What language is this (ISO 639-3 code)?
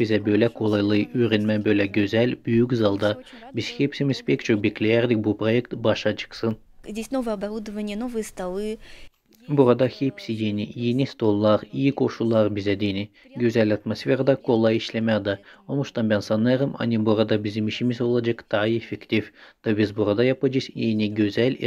gag